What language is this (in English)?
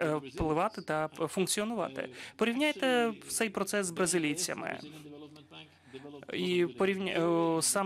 Ukrainian